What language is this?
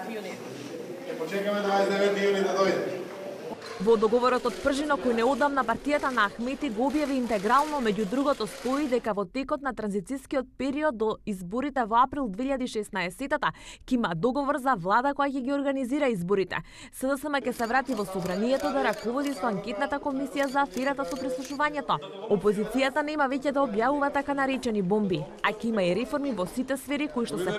Macedonian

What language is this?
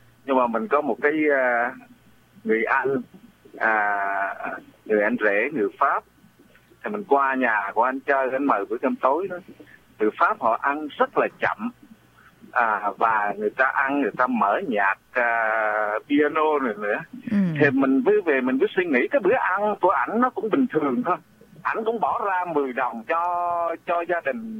Vietnamese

